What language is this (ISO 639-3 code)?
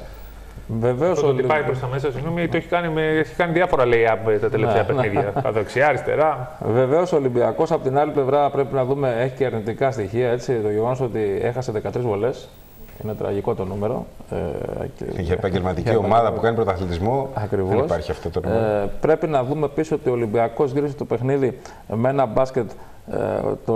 ell